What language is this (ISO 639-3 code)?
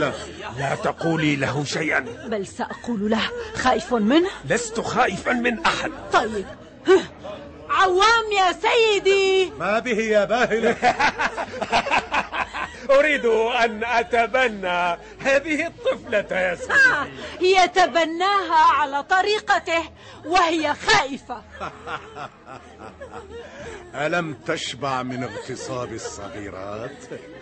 ara